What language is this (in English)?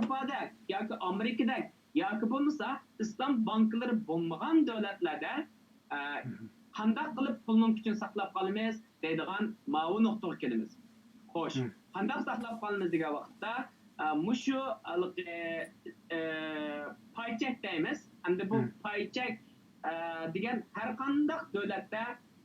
Uyghur